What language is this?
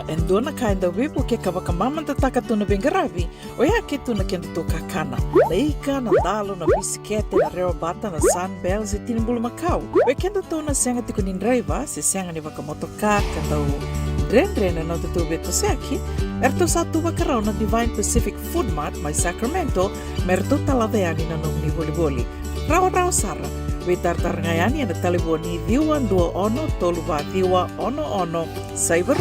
Fijian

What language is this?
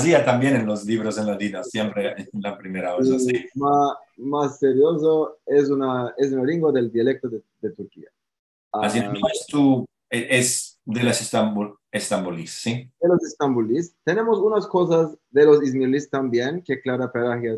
Ladino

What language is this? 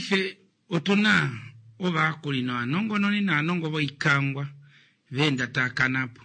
Kuanyama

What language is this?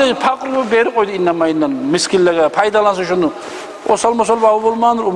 Kumyk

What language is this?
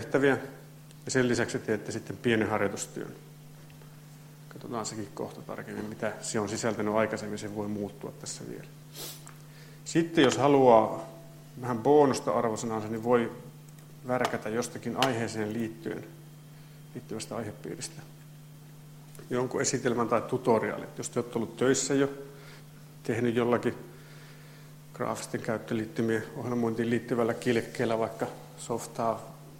Finnish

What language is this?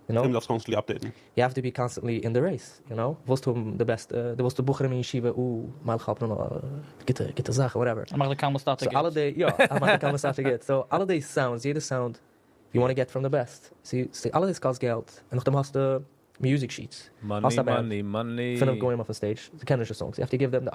Yiddish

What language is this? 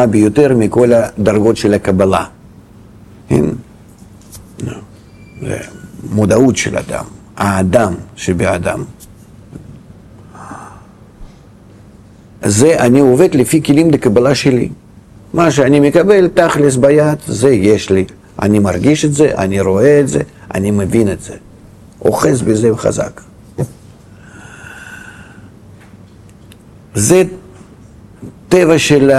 Hebrew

